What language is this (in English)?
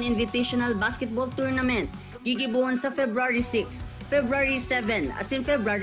Bikol